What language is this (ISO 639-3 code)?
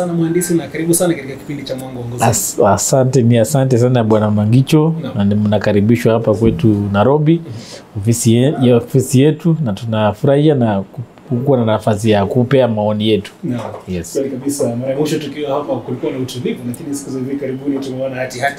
swa